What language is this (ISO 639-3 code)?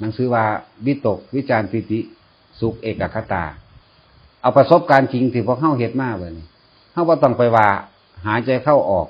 tts